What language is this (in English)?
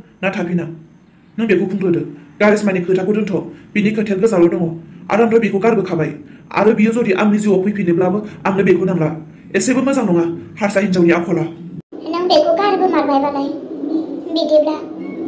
Bodo